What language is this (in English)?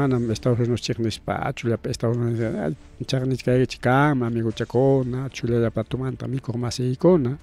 Ayacucho Quechua